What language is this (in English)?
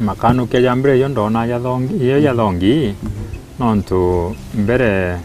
Meru